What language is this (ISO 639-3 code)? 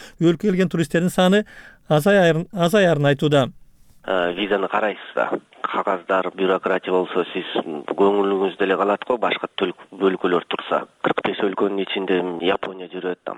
kir